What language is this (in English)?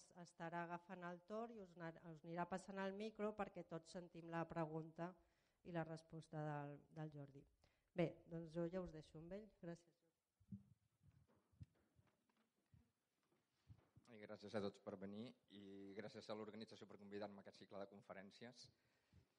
Catalan